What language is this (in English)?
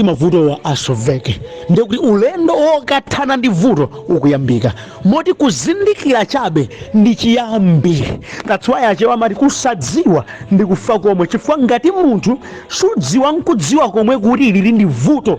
Nyanja